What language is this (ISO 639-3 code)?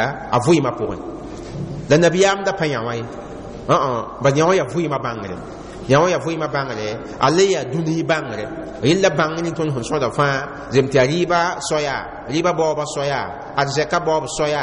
mos